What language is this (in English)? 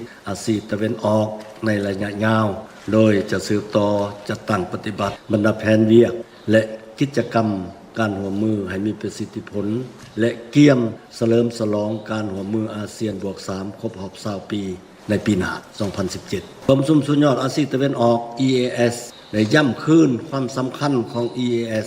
Lao